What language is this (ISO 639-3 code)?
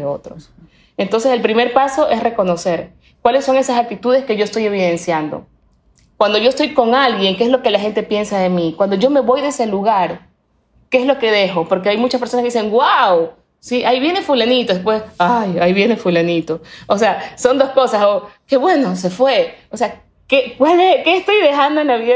spa